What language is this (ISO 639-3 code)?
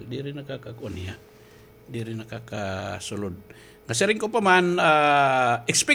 war